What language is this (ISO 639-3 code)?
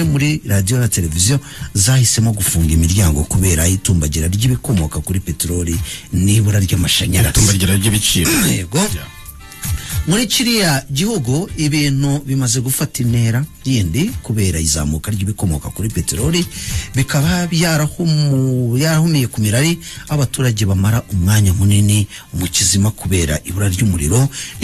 kin